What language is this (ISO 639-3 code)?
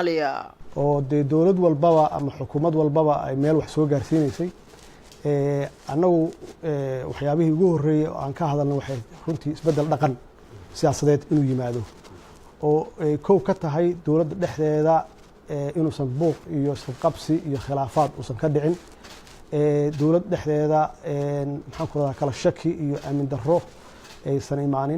som